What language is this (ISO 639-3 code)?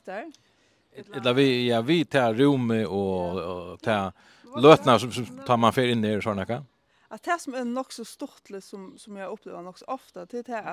fao